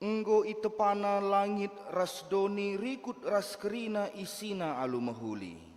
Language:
Batak Karo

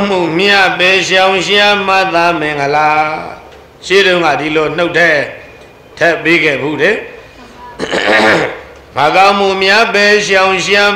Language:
Burmese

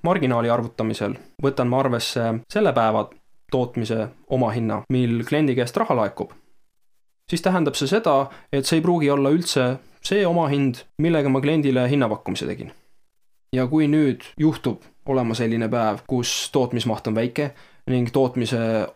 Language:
Estonian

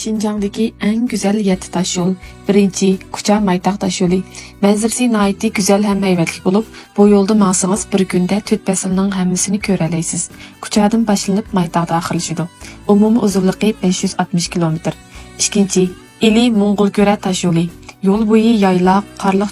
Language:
Uyghur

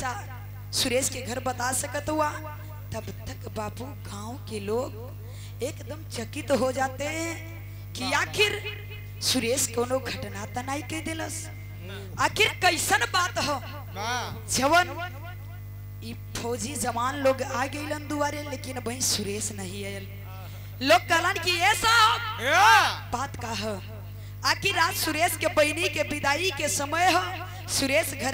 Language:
Bhojpuri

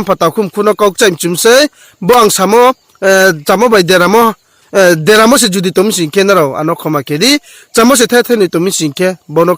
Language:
Riang (India)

